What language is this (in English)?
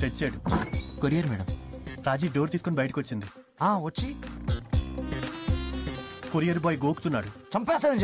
Telugu